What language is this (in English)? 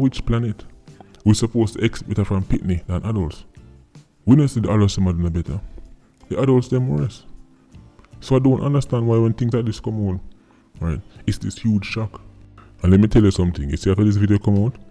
Jamaican Creole English